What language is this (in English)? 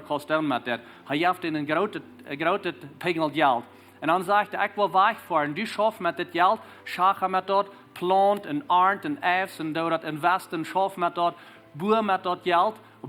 Plautdietsch